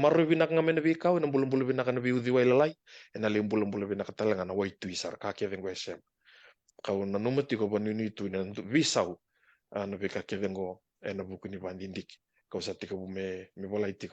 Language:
Fijian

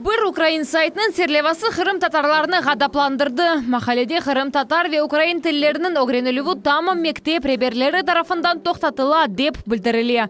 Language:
Crimean Tatar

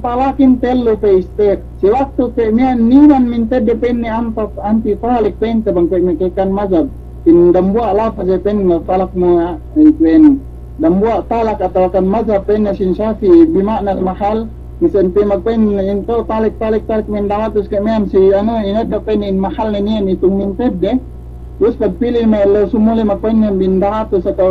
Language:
Yakan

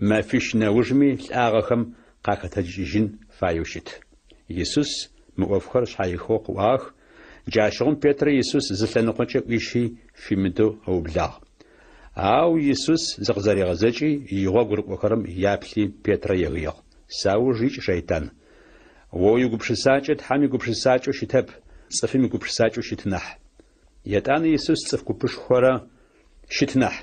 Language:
Adyghe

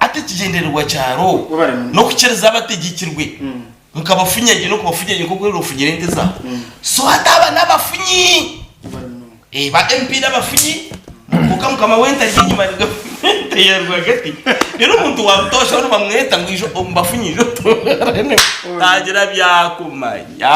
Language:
Nyankole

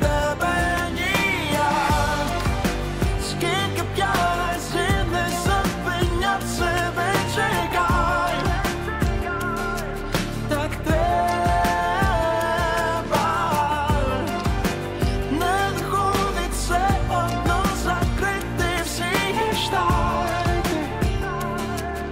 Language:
Ukrainian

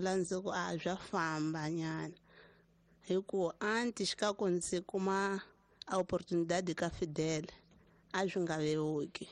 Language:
Tsonga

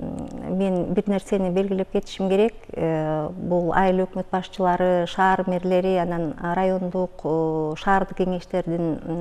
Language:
Kyrgyz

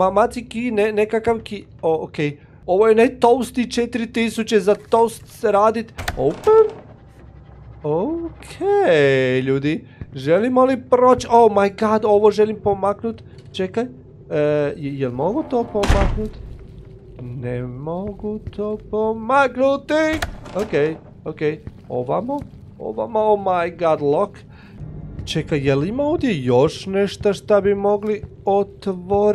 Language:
Croatian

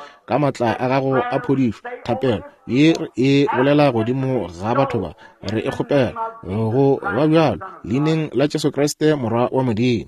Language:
Northern Sotho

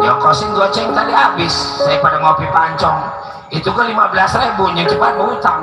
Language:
Betawi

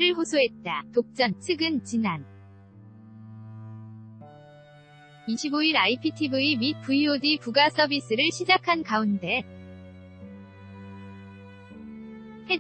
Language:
Korean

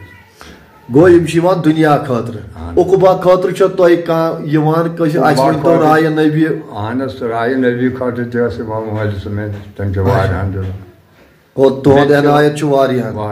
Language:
Kashmiri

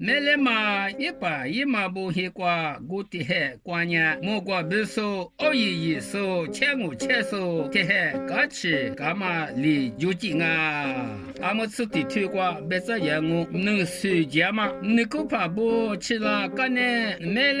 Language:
Lisu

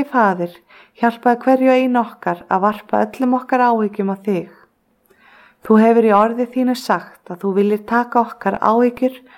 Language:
Icelandic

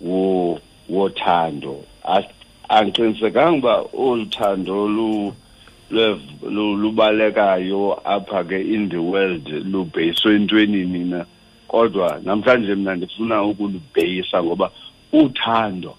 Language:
Xhosa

